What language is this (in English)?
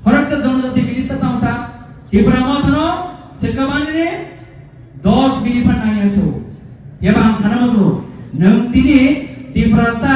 Kok Borok